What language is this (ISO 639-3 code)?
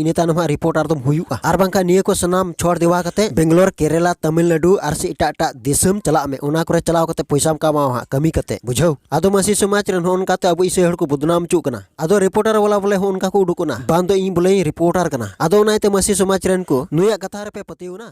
sat